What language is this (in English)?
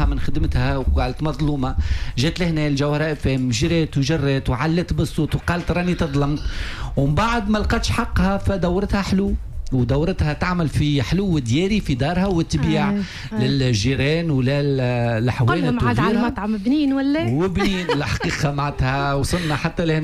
Tunisian Arabic